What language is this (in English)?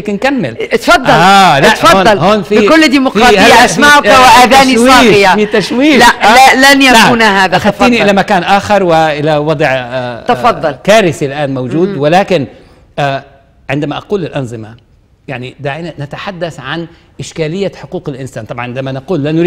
Arabic